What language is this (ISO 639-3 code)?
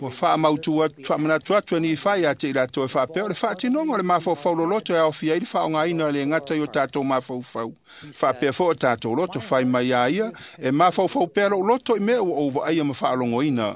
smo